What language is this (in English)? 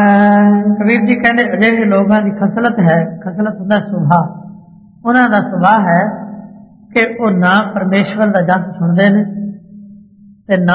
Punjabi